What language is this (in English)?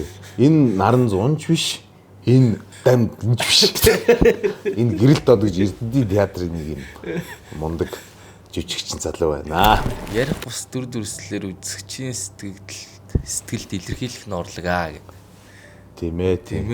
Mongolian